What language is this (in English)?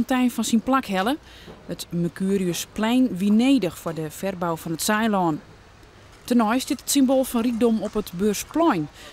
Western Frisian